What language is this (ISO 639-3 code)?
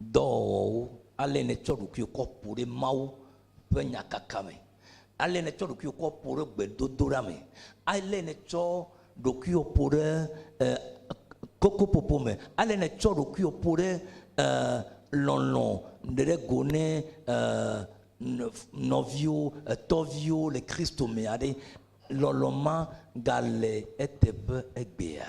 ewe